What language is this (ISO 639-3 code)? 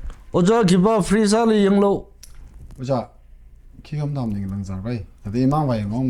nmf